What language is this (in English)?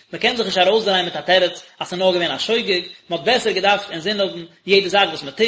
Yiddish